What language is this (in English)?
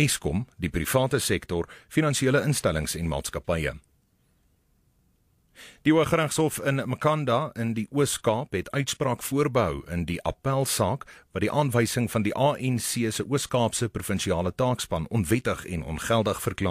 Afrikaans